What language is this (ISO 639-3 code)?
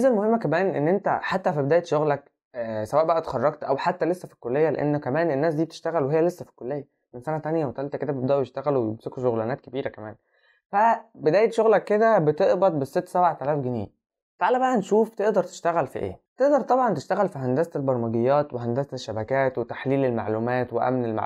arz